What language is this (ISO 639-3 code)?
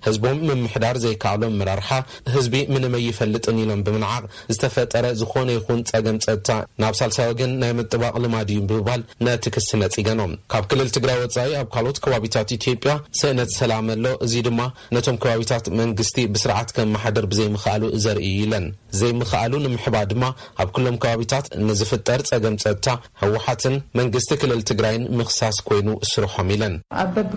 tir